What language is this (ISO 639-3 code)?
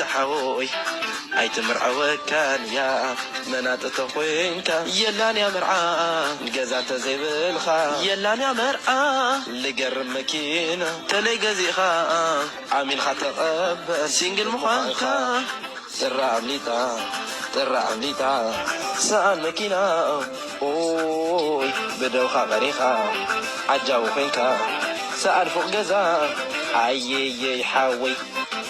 tir